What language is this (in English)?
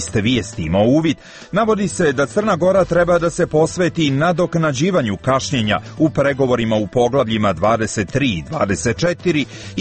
Serbian